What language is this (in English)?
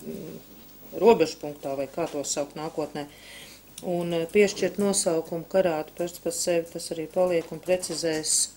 Latvian